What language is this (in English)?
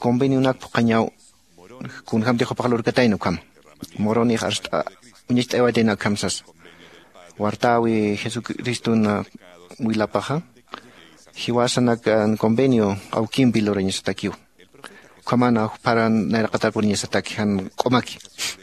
Aymara